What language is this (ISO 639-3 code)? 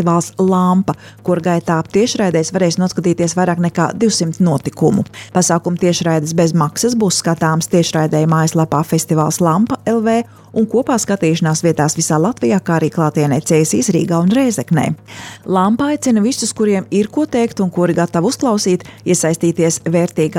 lav